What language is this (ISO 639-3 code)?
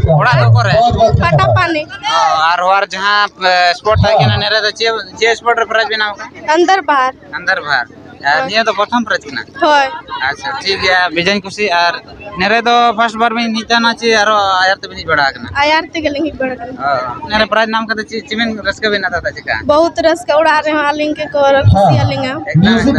sat